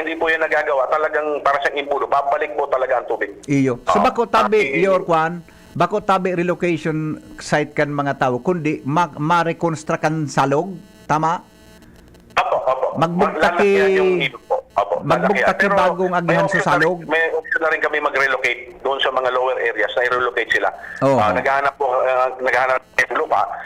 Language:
Bikol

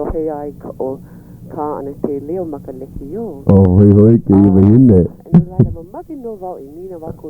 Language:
Hawaiian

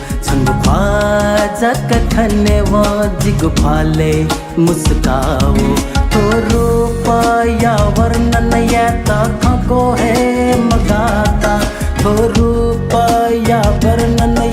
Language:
Newari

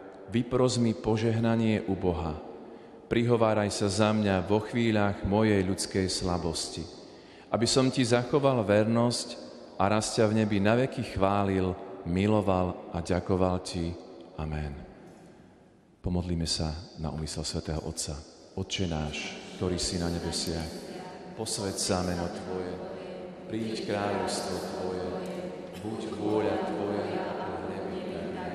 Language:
Slovak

